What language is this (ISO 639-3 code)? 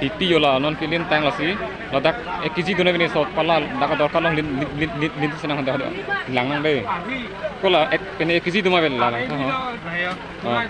mjw